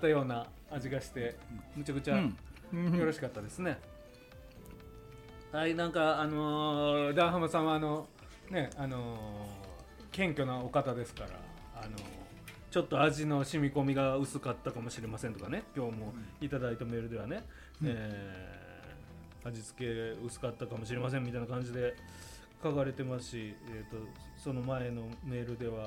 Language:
Japanese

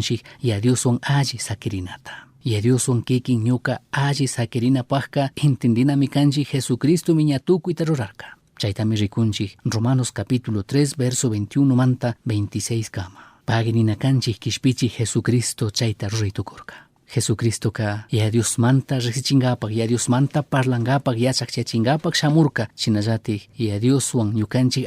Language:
Chimborazo Highland Quichua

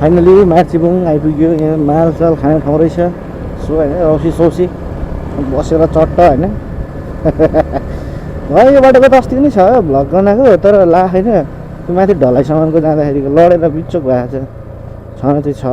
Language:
Nepali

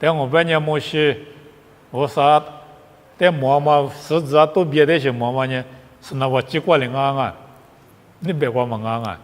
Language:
Lisu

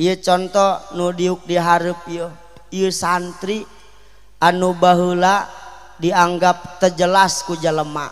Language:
Sundanese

